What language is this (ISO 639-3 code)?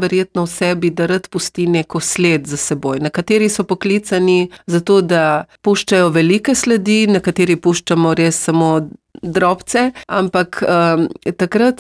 slv